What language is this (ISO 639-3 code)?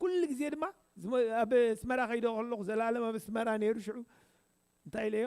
tir